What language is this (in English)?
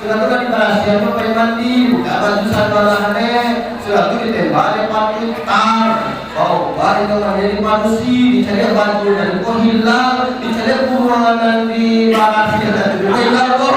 Minangkabau